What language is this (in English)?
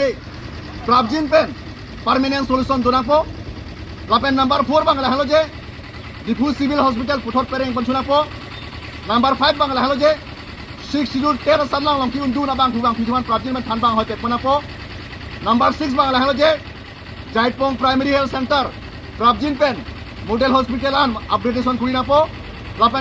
Karbi